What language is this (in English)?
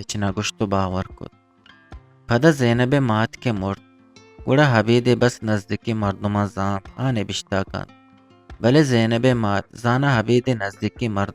Eastern Balochi